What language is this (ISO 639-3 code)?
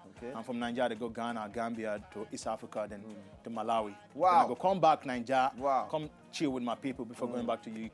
pcm